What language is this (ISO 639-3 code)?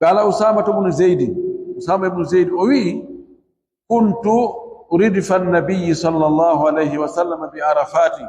fuf